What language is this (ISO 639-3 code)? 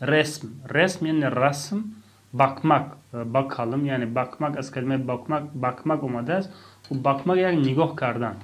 tgk